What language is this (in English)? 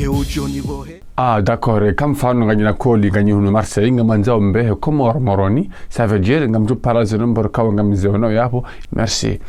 Ngazidja Comorian